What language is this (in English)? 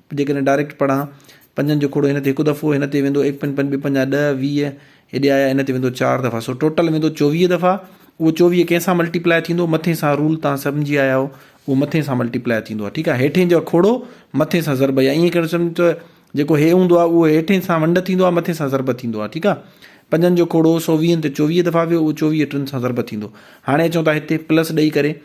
Sindhi